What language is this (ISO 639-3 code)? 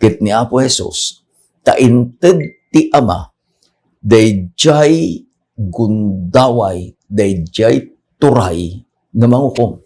ilo